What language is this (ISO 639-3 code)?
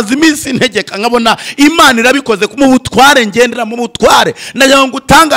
kin